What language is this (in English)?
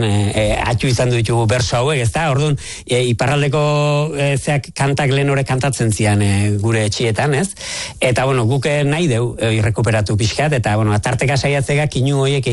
Basque